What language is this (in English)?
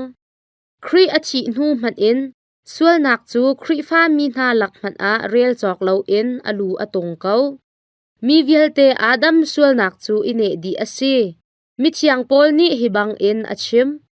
Hakha Chin